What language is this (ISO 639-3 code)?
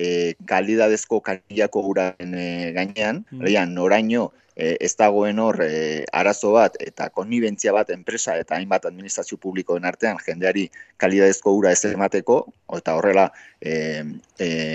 eus